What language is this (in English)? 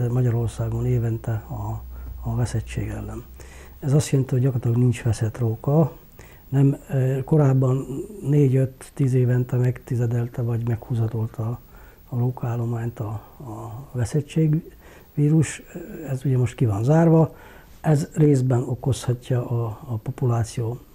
Hungarian